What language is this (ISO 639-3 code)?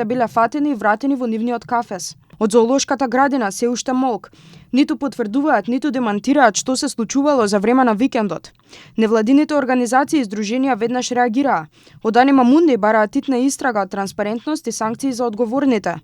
mkd